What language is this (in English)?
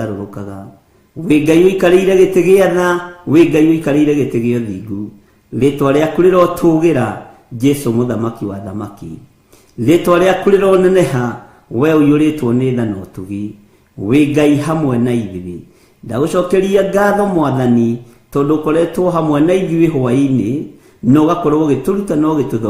Kikuyu